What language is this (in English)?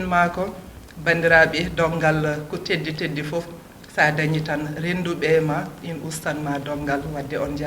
Fula